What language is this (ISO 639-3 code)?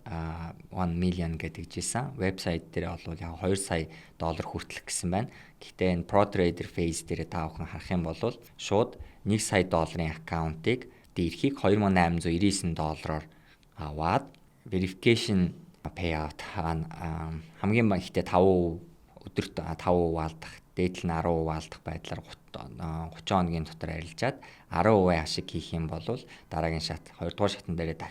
mon